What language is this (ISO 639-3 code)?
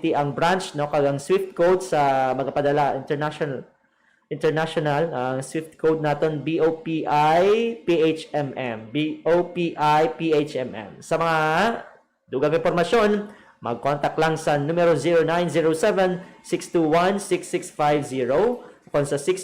hil